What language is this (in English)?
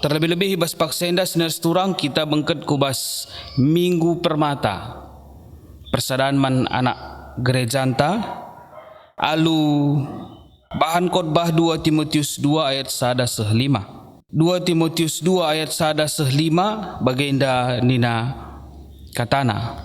Batak Karo